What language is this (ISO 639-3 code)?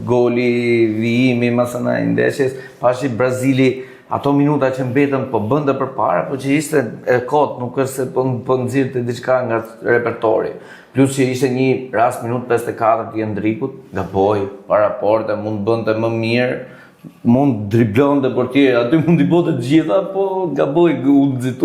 sqi